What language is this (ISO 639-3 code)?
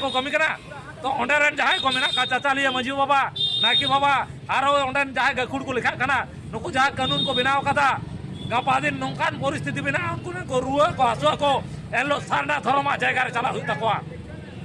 sat